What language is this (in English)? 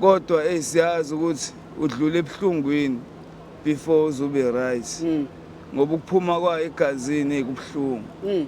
Zulu